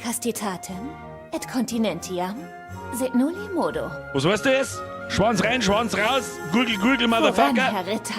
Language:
Bavarian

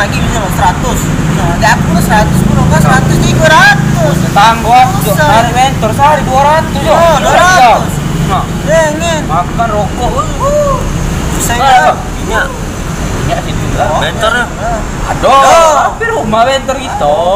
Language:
Musi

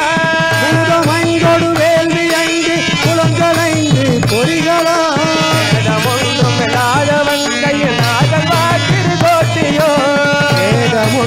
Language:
Tamil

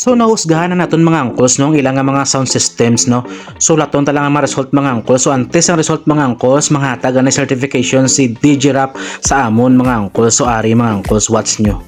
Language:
Hiligaynon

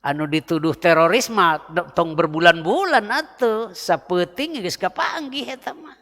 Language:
Sundanese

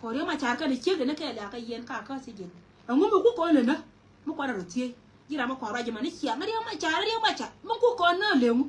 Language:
Nuer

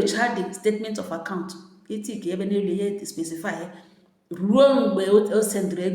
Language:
Igbo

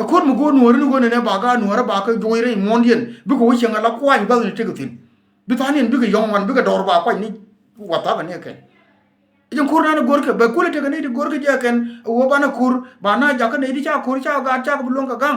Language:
Nuer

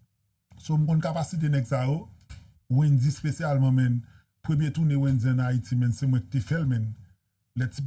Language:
Haitian Creole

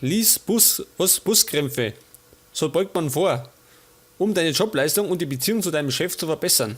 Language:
Bavarian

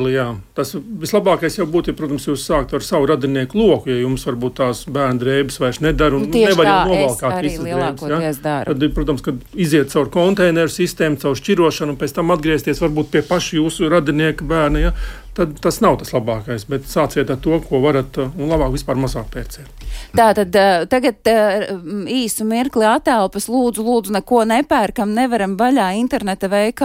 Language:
Latvian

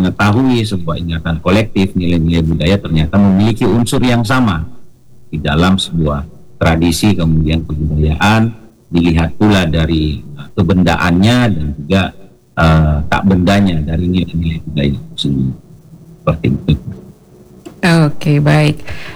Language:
Indonesian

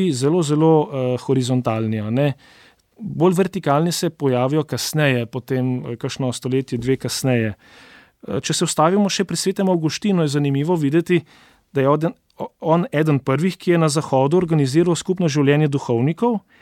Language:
Slovenian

